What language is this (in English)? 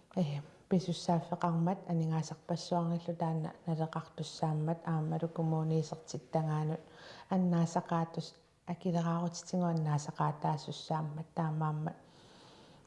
Kalaallisut